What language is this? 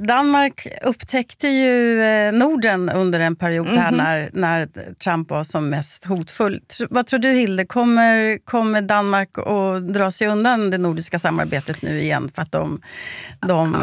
Swedish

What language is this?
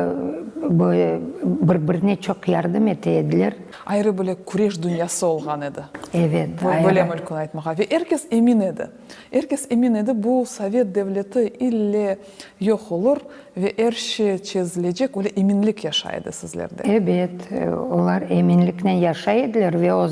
Crimean Tatar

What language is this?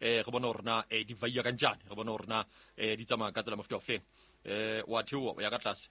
Southern Sotho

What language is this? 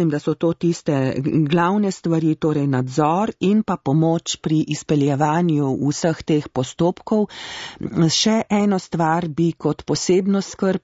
Slovenian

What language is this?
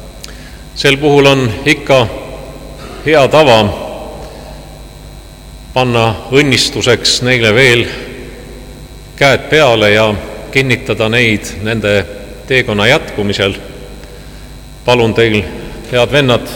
Estonian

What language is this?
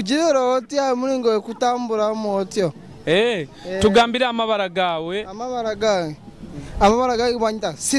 Nyoro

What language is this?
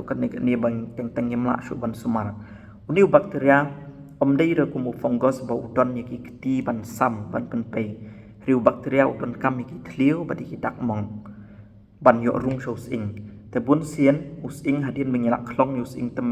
Khasi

